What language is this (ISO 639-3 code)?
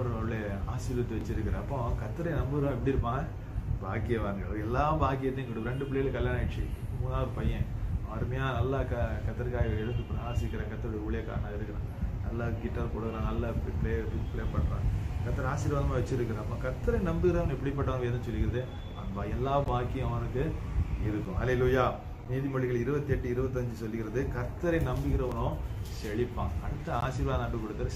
tam